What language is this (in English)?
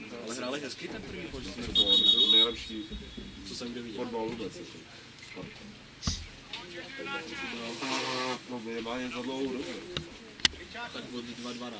Czech